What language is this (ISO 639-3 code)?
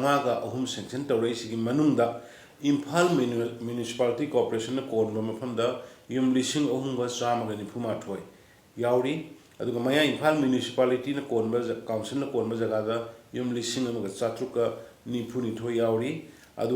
mni